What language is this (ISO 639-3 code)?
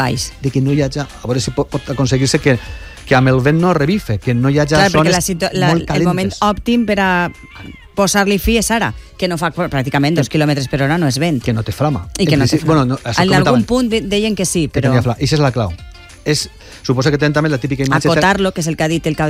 cat